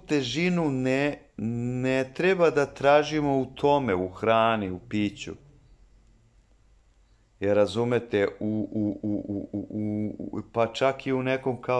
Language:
Serbian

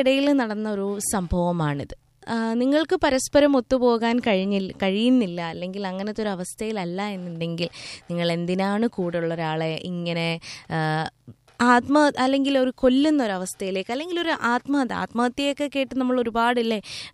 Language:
Malayalam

